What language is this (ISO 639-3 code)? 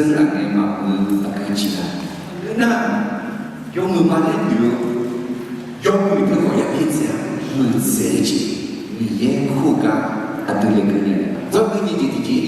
ahk